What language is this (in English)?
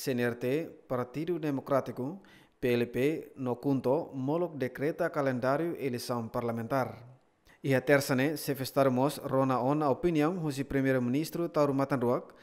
Tetum